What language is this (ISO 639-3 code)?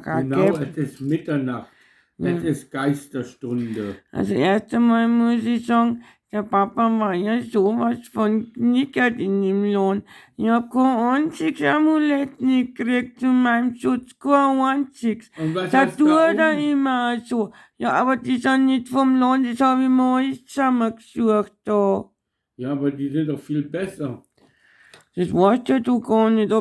bar